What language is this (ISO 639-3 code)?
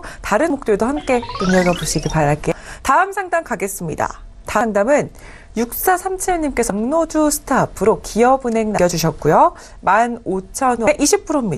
kor